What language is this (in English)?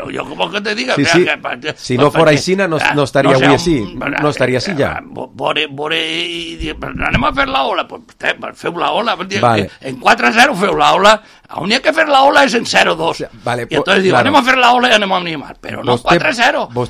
Catalan